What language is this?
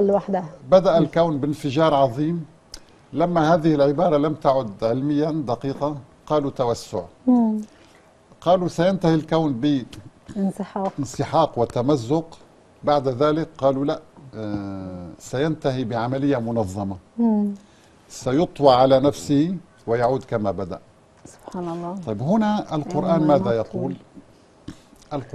Arabic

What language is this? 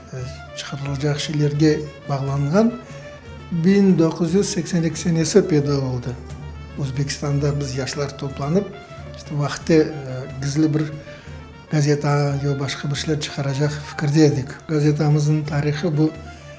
Crimean Tatar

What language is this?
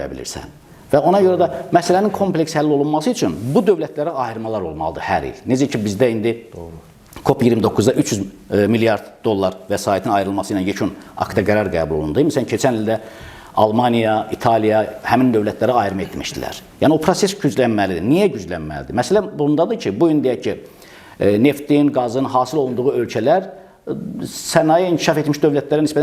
Azerbaijani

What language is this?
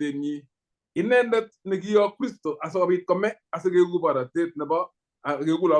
Kalenjin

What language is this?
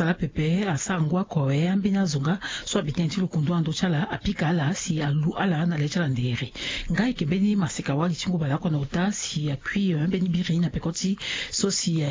Sango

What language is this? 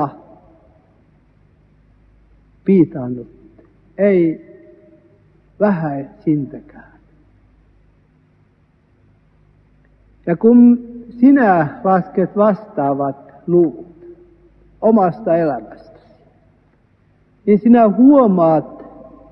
Finnish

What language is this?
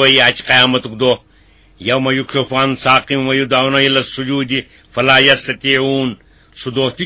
Kashmiri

